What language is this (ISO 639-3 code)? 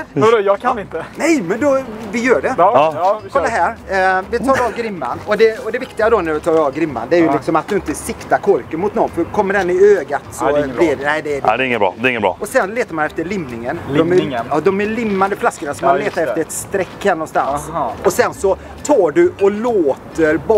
swe